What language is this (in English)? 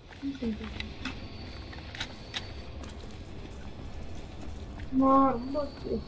Tamil